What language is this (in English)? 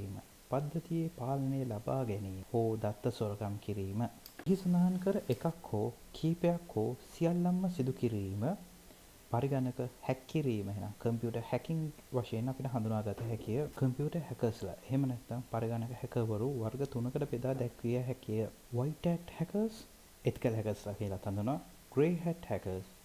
Sinhala